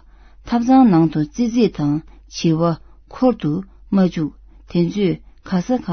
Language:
Tibetan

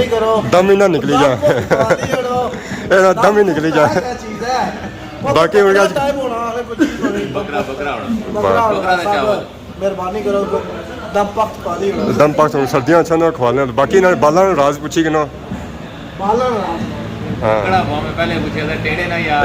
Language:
Pahari-Potwari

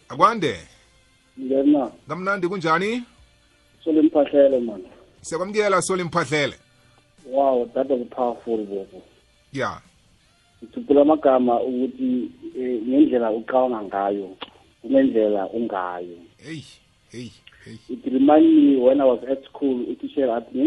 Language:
South Ndebele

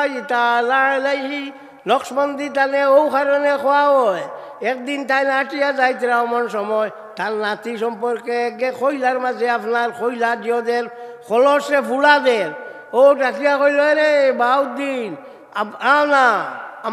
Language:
Sylheti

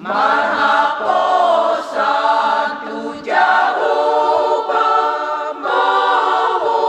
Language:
Batak Toba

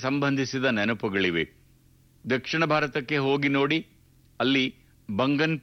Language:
Kannada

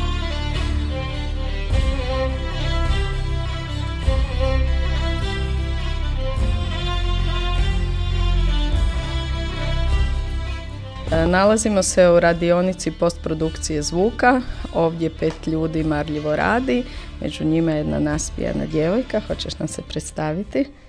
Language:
Croatian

